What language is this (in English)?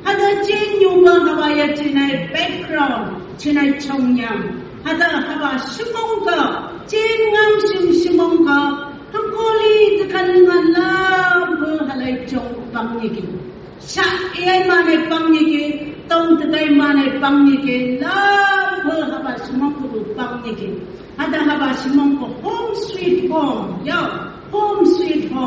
Phom Naga